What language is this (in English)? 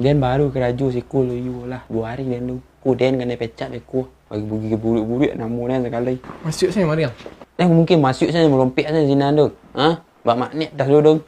Minangkabau